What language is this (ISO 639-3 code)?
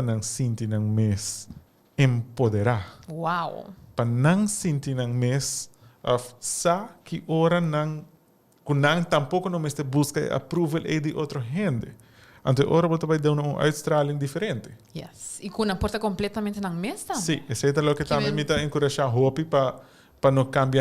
pap